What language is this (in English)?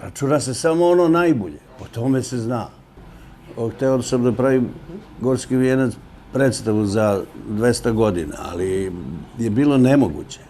Serbian